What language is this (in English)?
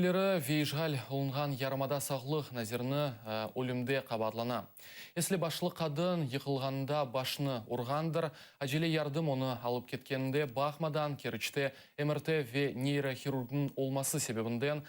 Crimean Tatar